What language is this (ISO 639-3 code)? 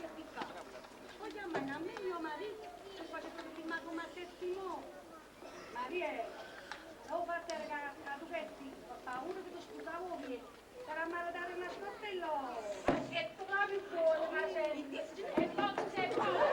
nap